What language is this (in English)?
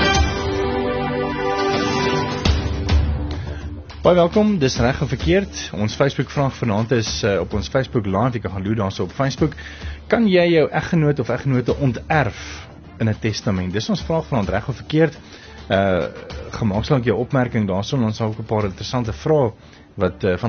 Afrikaans